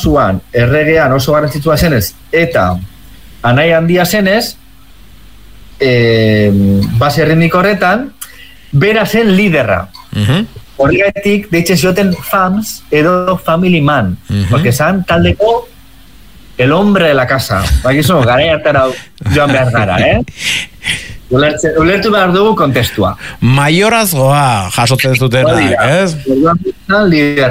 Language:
Basque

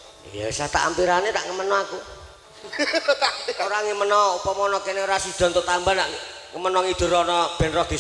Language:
Javanese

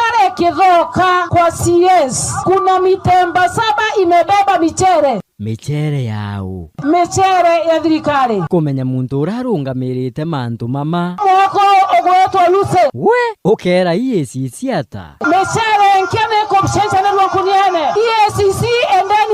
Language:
Meru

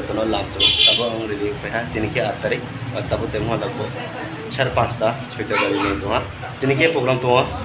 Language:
Kok Borok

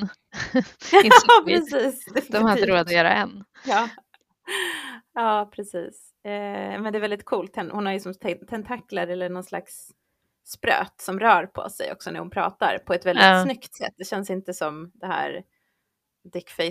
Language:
Swedish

